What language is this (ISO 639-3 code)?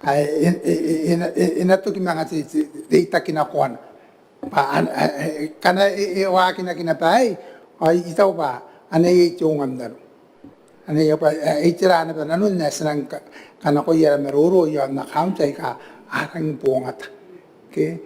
gil